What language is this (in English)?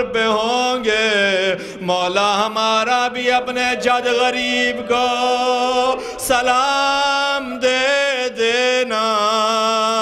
Urdu